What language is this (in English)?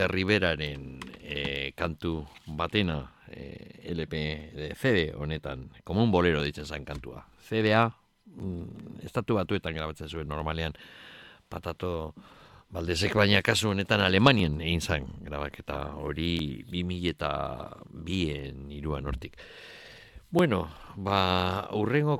Basque